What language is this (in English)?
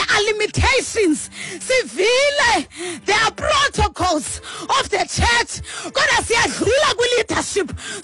Xhosa